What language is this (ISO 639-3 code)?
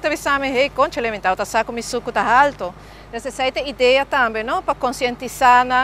pap